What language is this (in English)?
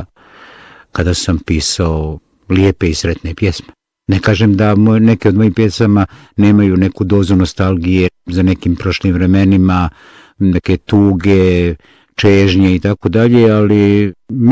Bosnian